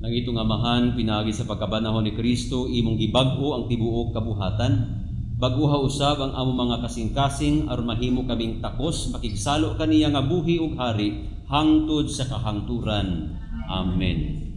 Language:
Cebuano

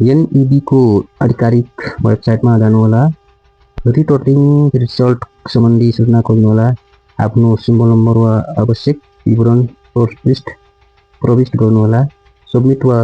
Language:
Nepali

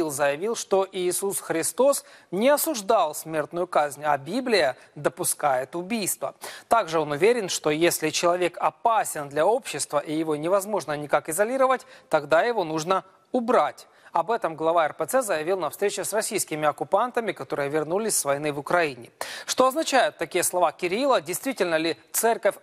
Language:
Russian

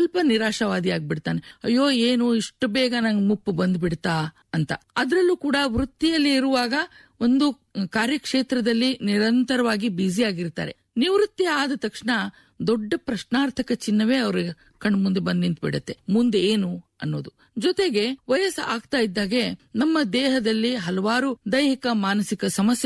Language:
Kannada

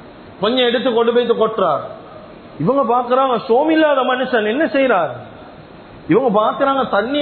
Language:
Tamil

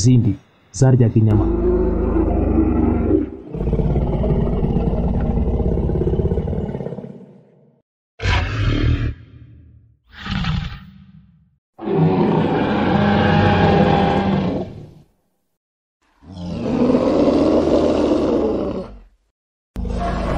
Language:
Kinyarwanda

